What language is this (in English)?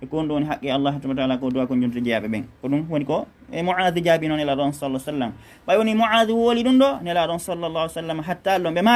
Fula